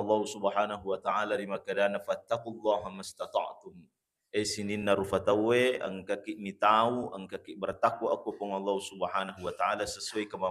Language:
Buginese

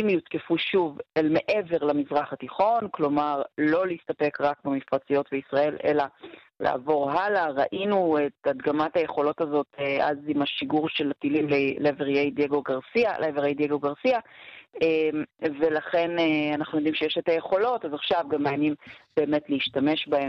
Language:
Hebrew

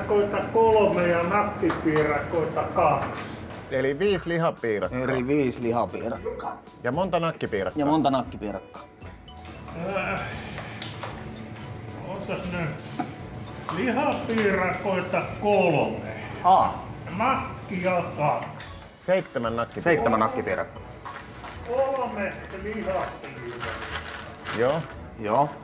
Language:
Finnish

